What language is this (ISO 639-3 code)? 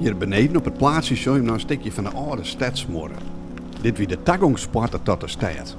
fry